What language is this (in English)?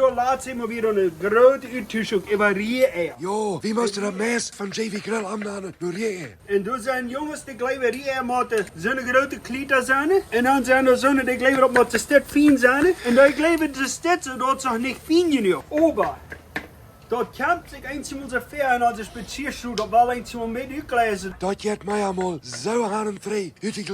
Plautdietsch